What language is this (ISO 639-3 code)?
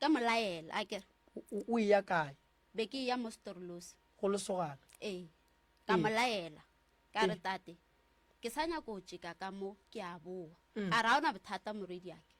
nso